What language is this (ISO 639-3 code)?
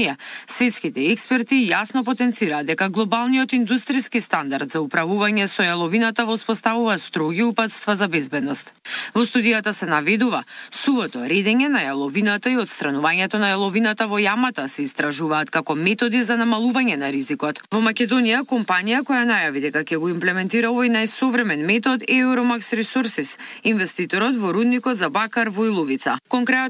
mkd